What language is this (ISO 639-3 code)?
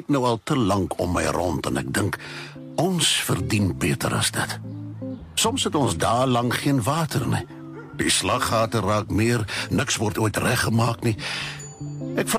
afr